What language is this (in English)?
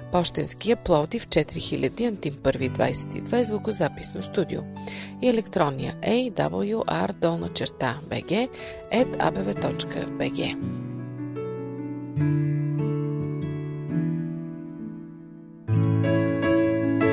Bulgarian